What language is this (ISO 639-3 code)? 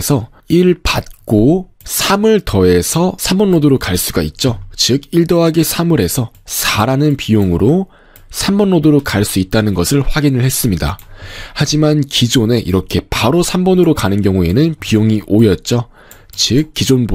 kor